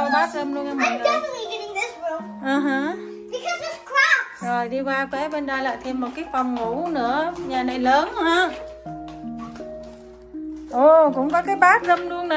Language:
Vietnamese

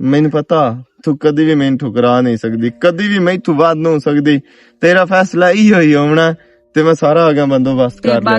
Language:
Western Panjabi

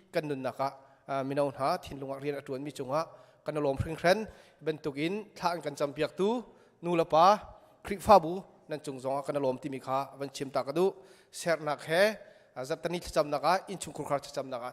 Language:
Hakha Chin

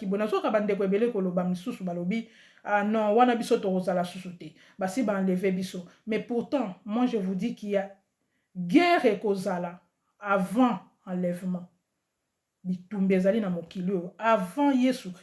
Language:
Lingala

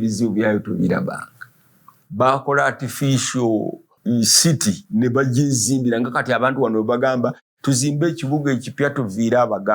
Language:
Ganda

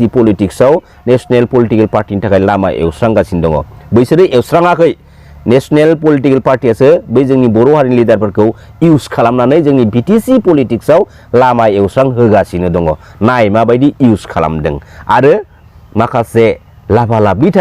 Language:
Bodo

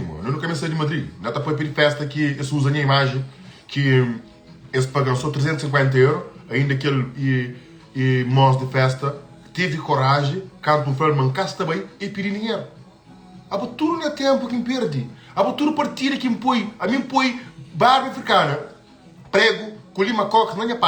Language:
Kabuverdianu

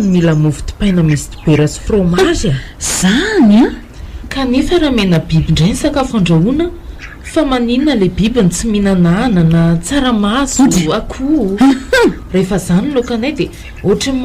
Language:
Malagasy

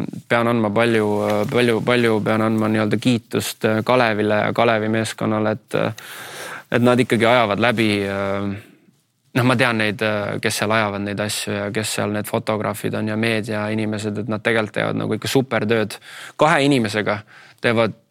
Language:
Estonian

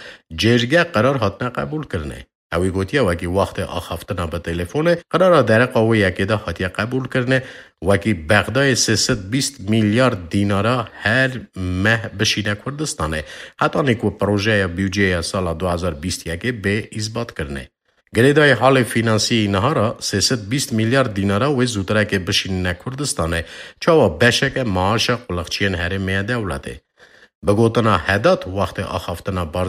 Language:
Kurdish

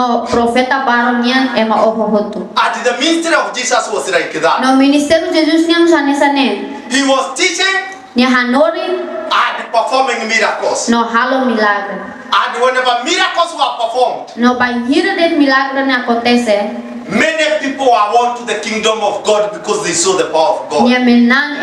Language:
Tetum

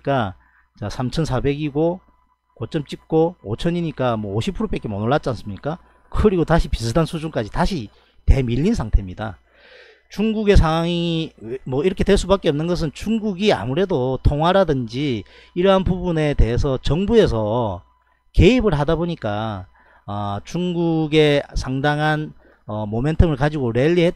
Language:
Korean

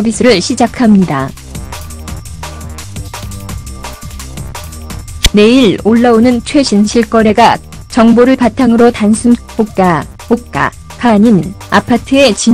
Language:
Korean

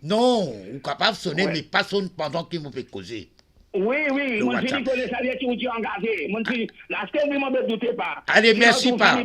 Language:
Morisyen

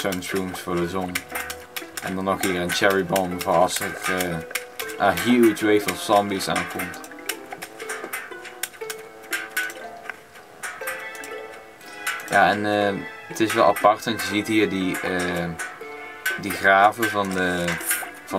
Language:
Dutch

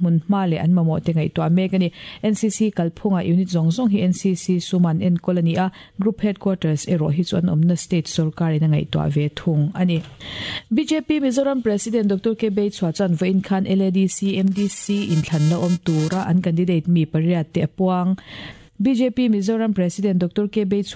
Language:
Mizo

